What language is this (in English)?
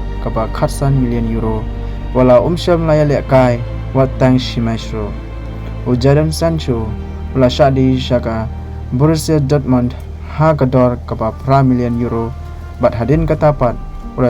Khasi